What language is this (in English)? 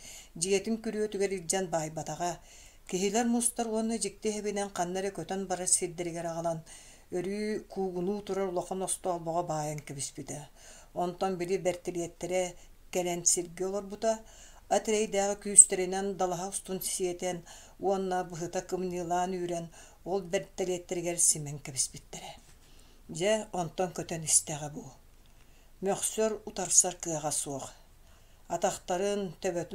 Yakut